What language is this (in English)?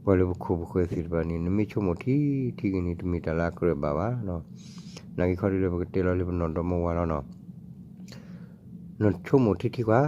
S'gaw Karen